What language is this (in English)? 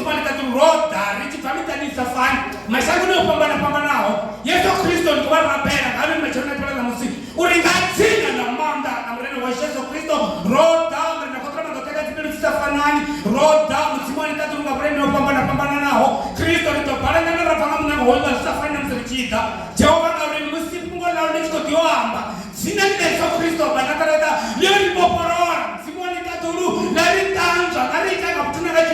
Venda